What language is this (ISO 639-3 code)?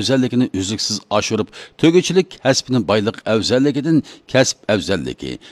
uig